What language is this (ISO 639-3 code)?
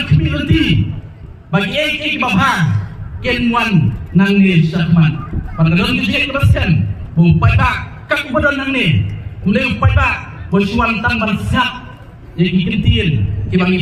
kha